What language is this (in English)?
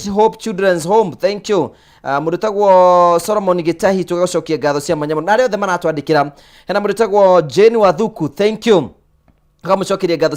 Kikuyu